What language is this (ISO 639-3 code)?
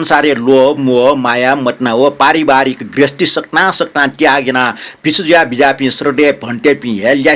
new